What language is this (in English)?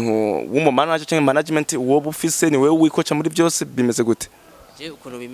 Rundi